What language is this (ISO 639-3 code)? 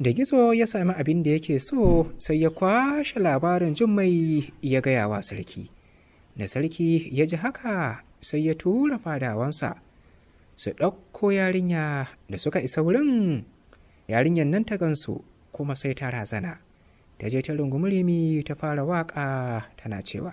hau